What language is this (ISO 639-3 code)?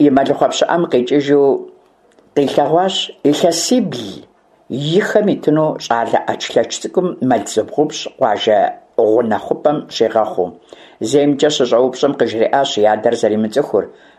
kbd